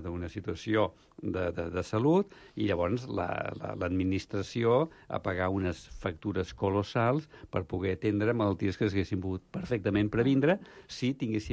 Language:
Catalan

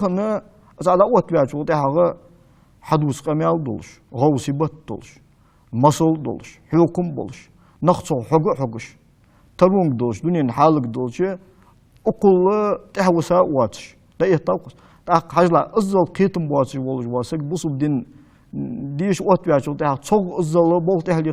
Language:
Ingush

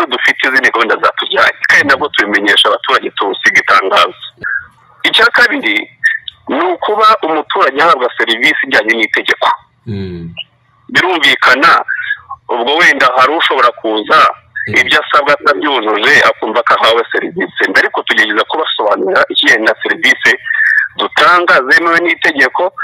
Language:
Kinyarwanda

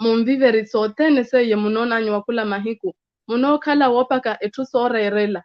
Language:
Makhuwa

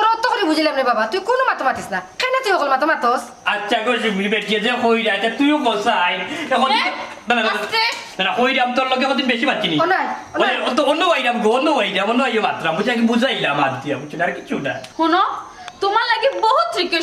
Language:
Sylheti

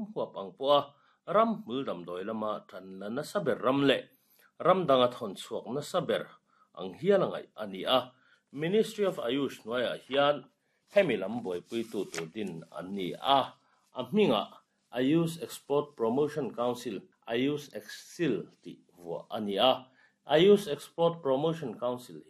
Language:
Mizo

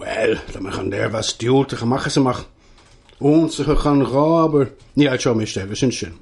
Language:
Irish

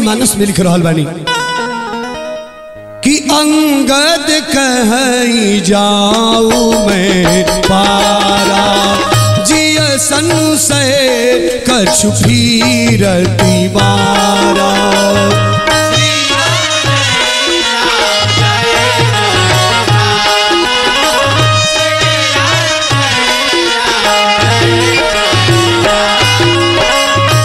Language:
Bhojpuri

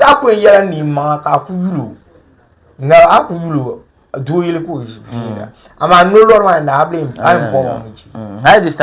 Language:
Dagbani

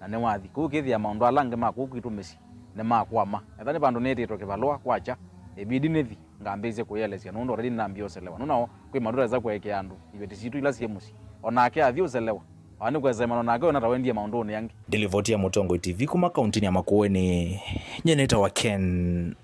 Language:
Kamba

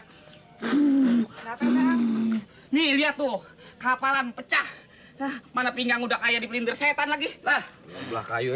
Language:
Betawi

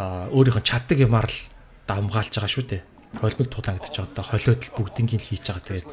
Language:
Mongolian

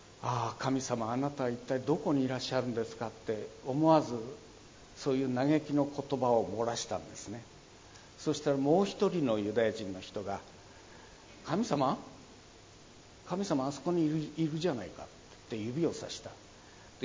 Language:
Japanese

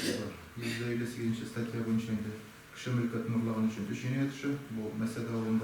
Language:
Tatar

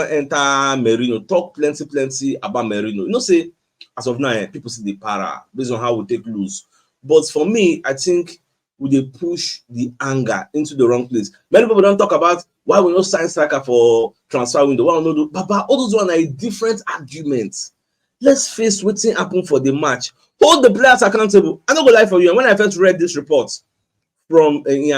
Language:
Nigerian Pidgin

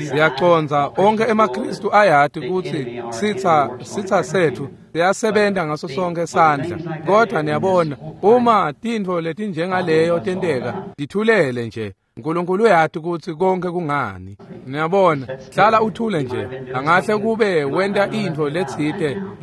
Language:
Swati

